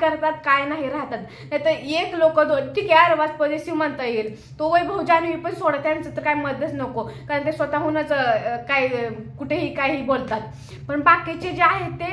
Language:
Marathi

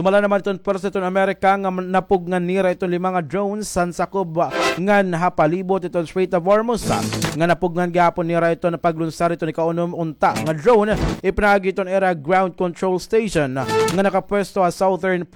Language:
Waray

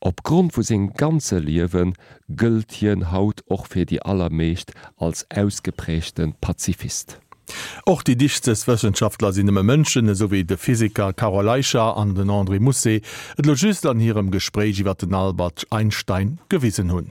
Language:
Luxembourgish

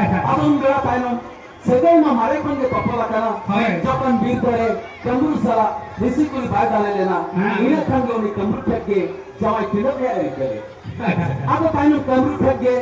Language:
Santali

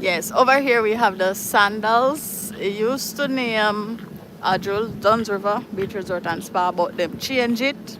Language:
Jamaican Creole English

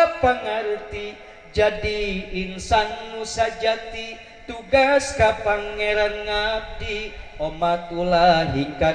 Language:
Sundanese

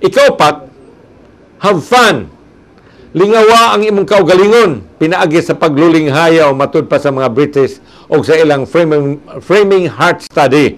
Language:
Cebuano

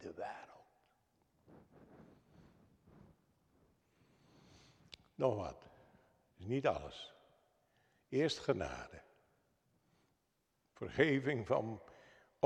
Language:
Dutch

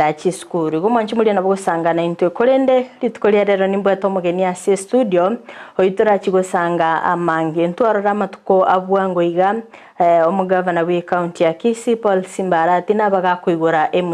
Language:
Gusii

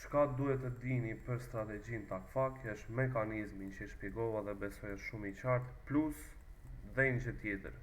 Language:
Albanian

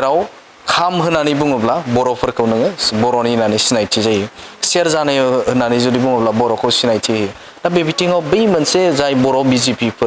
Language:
Bodo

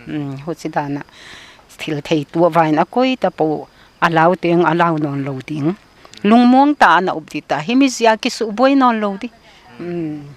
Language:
Paite Chin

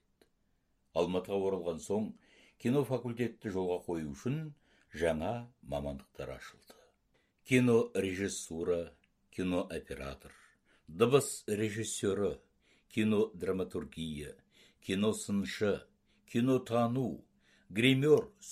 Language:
Kazakh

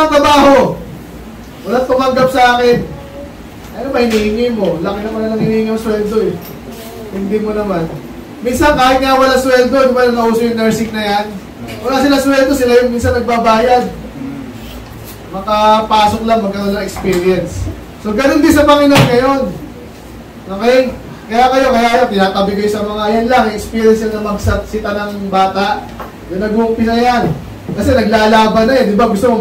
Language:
Filipino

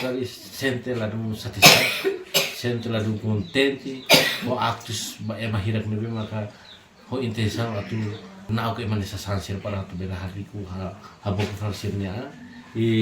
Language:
Tetum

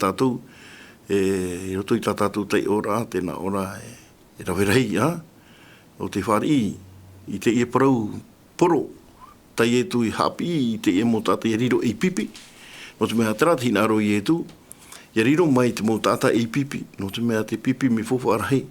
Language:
Tahitian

